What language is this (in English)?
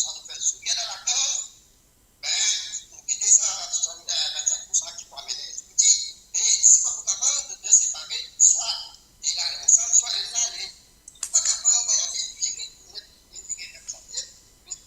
Morisyen